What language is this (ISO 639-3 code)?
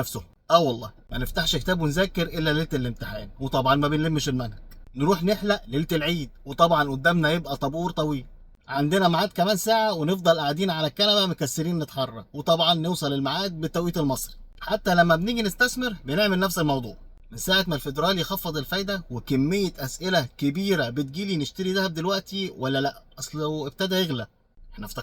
arz